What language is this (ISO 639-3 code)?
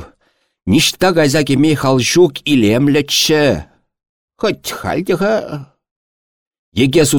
chv